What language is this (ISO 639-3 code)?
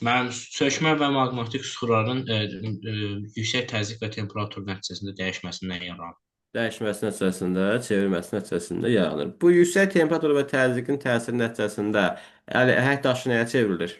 aze